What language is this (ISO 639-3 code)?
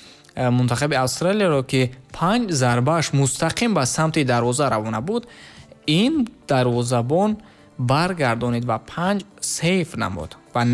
tgk